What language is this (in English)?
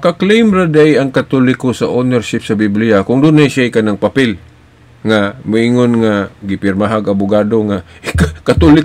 Cebuano